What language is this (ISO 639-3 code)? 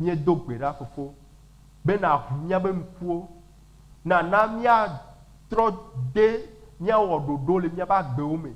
ewe